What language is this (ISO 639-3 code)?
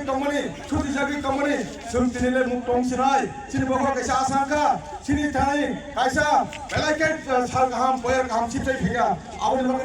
trp